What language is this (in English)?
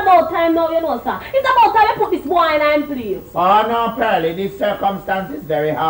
Jamaican Creole English